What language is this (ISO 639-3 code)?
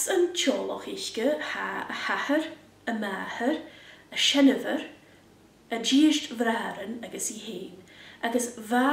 gla